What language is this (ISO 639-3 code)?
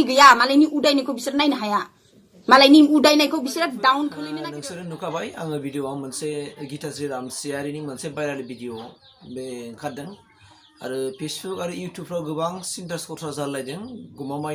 brx